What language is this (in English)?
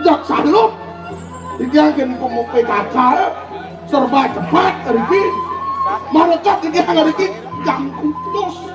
Balinese